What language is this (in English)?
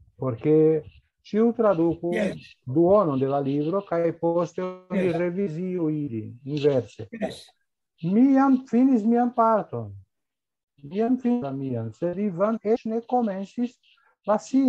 Esperanto